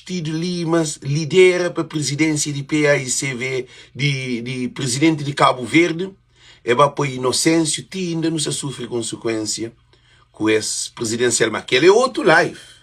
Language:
Kabuverdianu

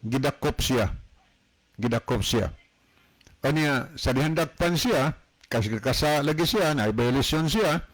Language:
Cebuano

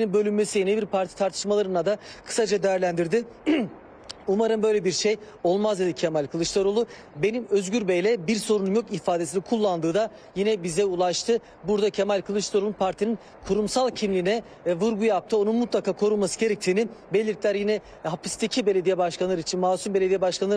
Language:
Turkish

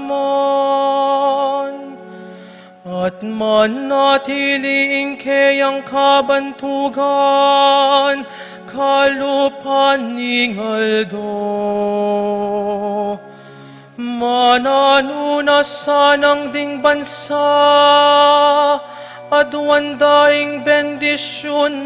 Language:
Pampanga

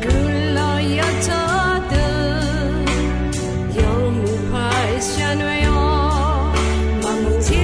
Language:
Akha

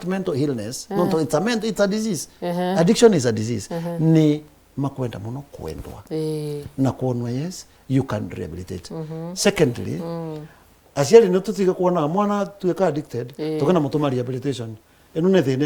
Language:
Meru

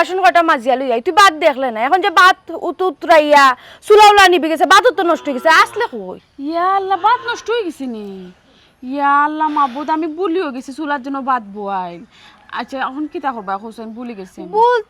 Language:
Sylheti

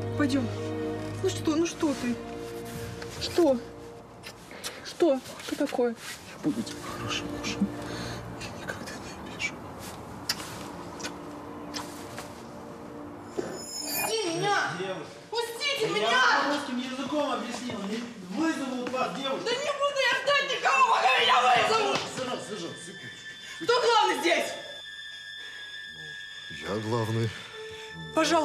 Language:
Russian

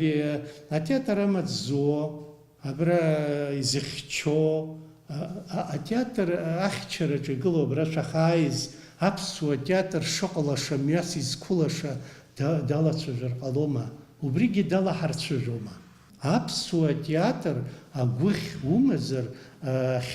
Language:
Abkhazian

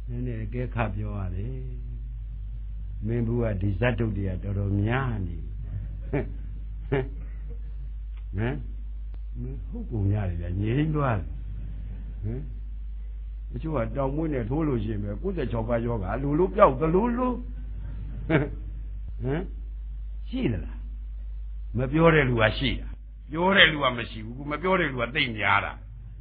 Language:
Burmese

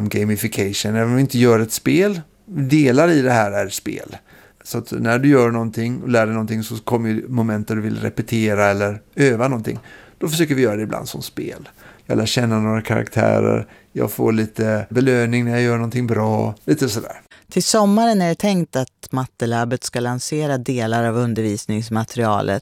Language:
Swedish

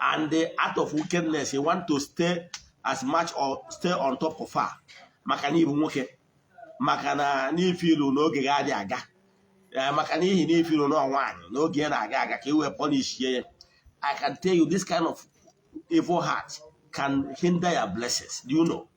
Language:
Igbo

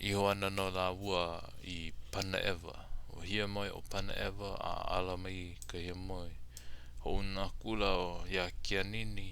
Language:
Hawaiian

